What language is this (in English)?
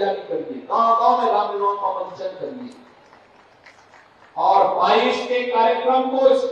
Hindi